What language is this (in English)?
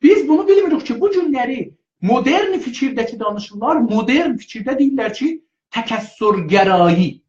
South Azerbaijani